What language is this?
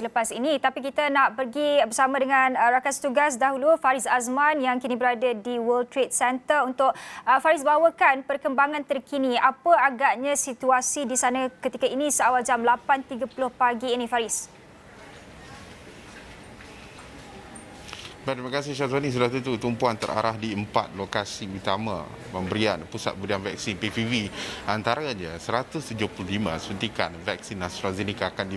Malay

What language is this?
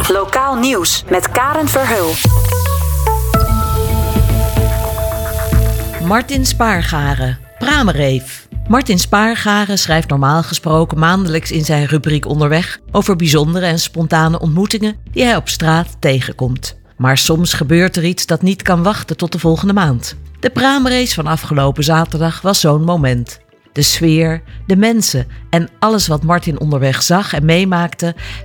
Dutch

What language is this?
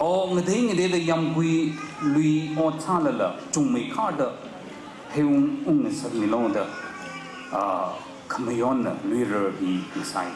Tangkhul Naga (India)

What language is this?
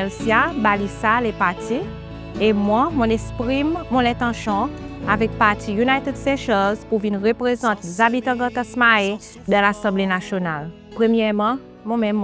Seselwa Creole French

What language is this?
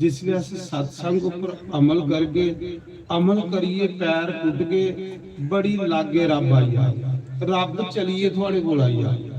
Dogri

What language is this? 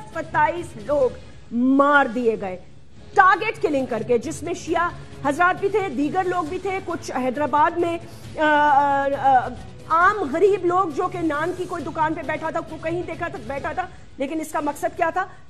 Urdu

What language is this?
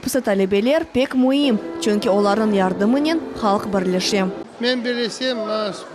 Crimean Tatar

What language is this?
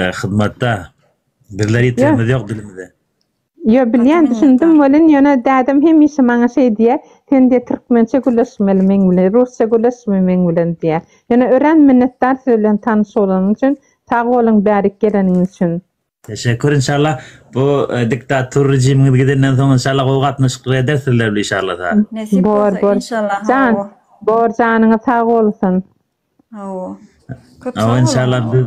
Turkmen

